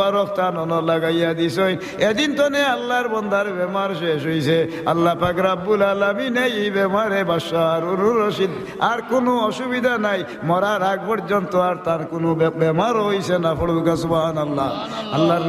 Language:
Sylheti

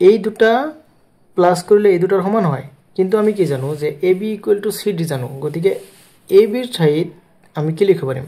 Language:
Assamese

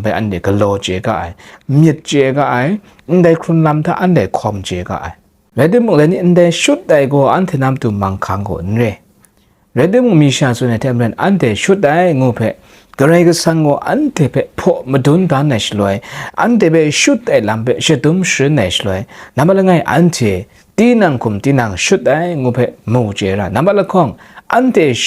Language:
Kachin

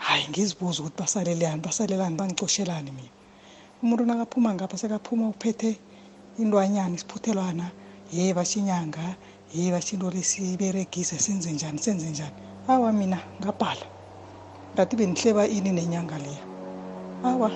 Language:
South Ndebele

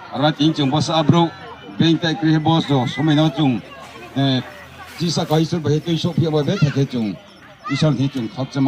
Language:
Riang (India)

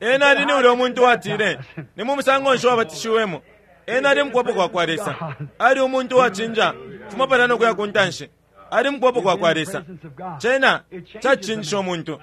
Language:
Bemba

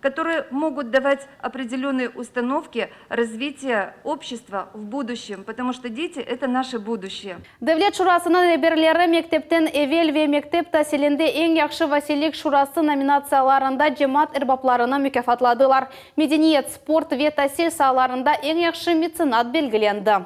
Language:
Crimean Tatar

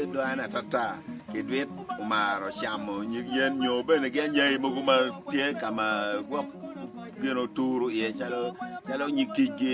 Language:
Acoli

